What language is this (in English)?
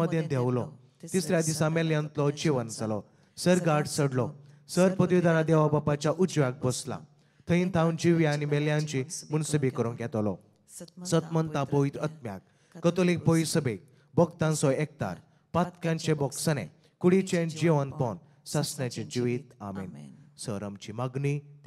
Konkani